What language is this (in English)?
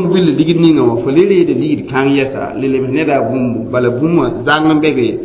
Mossi